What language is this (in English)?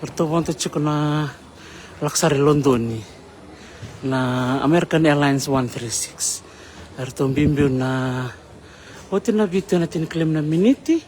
Fijian